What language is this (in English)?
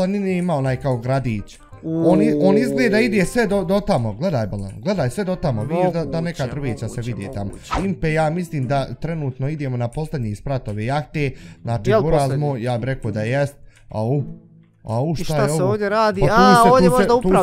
Bosnian